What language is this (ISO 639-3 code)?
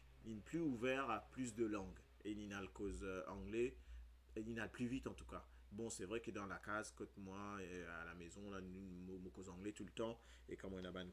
mfe